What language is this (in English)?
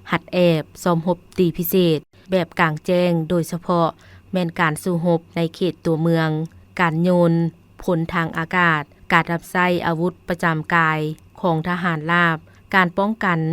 Lao